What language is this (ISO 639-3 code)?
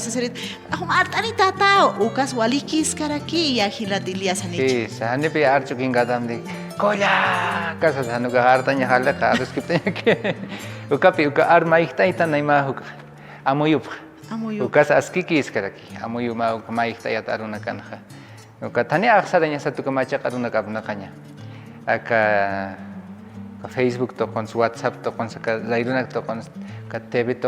aym